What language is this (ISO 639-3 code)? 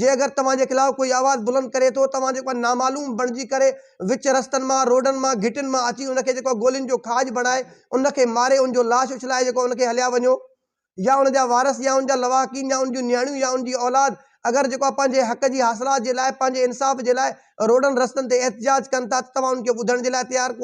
snd